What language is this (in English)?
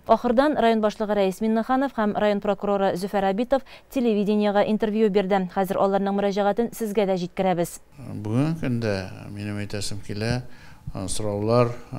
Tatar